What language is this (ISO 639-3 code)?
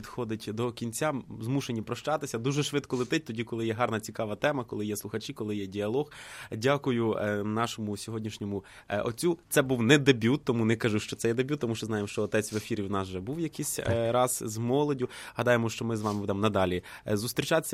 ukr